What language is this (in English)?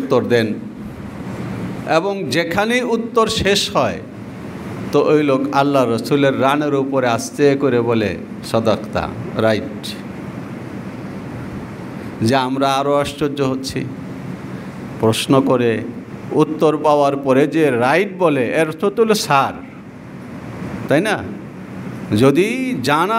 Bangla